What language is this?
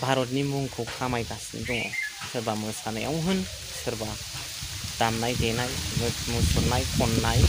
Bodo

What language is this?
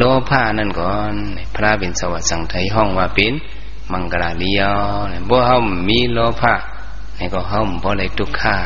Shan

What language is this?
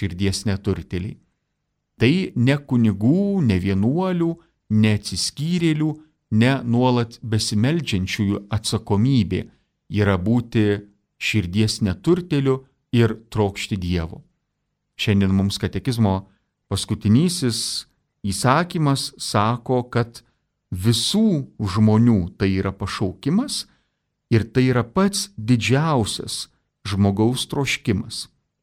Lithuanian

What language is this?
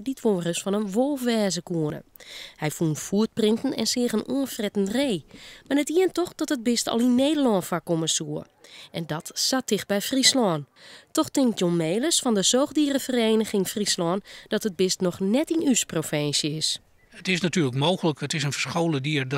Western Frisian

